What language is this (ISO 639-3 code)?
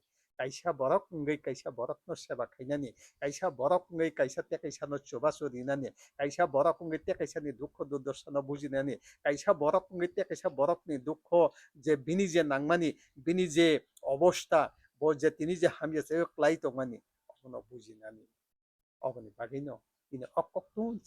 trp